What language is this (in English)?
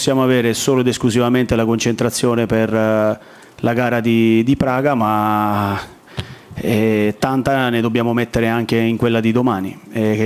Italian